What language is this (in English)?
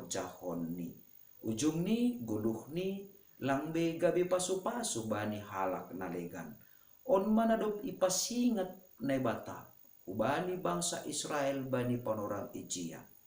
Batak Simalungun